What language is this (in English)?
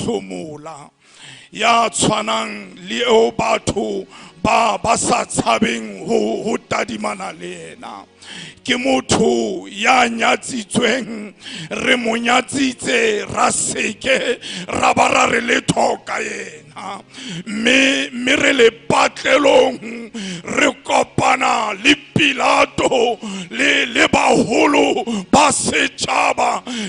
Southern Sotho